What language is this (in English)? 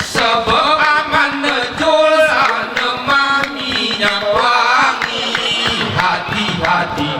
Gayo